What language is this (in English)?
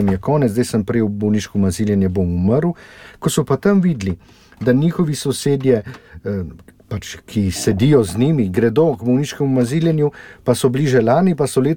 Slovenian